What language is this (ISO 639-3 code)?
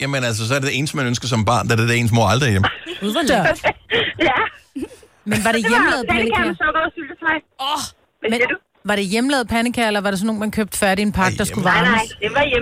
dan